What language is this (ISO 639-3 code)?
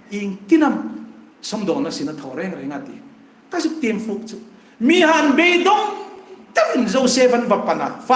hmr